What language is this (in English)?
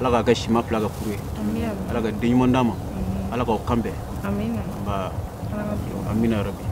Bambara